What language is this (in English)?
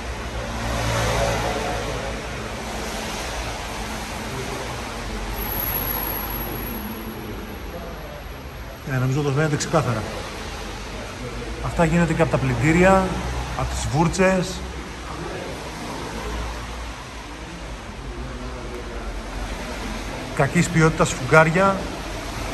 Greek